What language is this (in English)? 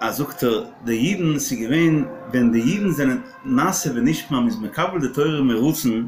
Yiddish